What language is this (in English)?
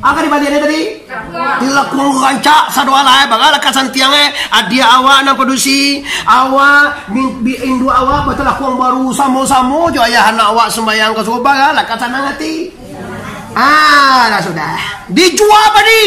Minangkabau